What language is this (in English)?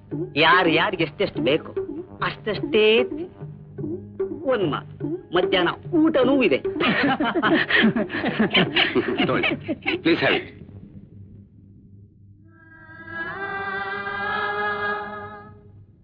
Kannada